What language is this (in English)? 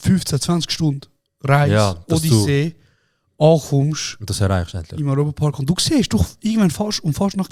Swiss German